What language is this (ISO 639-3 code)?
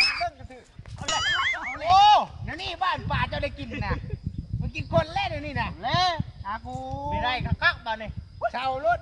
lao